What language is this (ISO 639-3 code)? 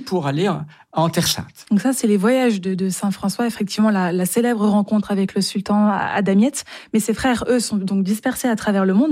fra